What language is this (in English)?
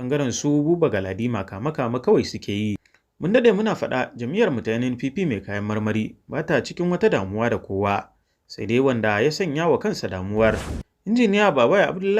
Hausa